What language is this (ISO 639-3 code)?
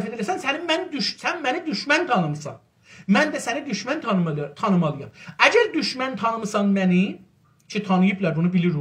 azb